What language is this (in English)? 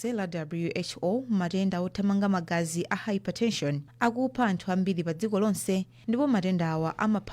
Nyanja